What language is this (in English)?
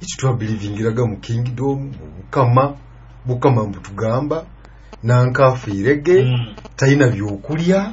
Nyoro